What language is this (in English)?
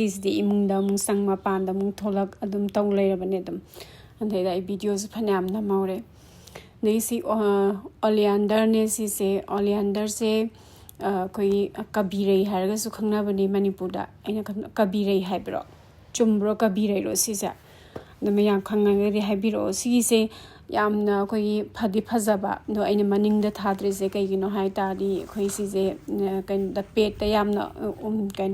Manipuri